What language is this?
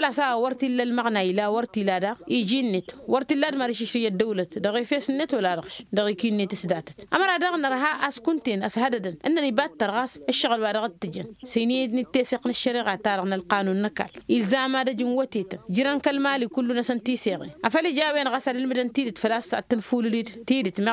Tamasheq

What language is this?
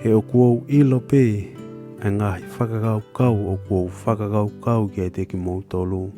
Tongan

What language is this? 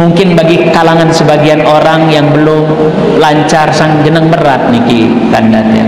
Sasak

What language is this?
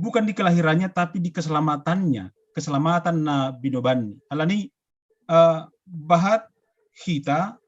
Batak Simalungun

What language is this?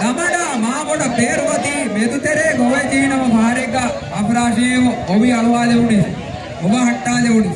Divehi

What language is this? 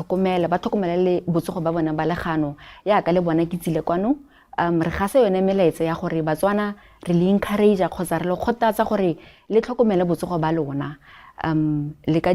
Tswana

